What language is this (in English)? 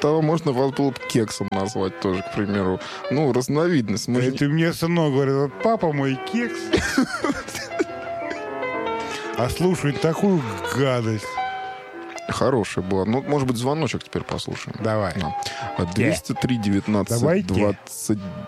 Russian